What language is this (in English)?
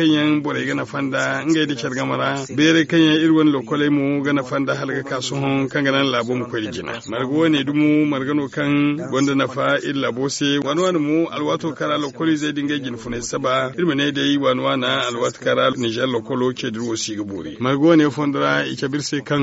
Zarma